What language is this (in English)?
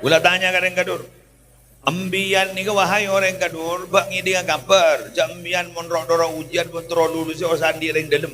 Madurese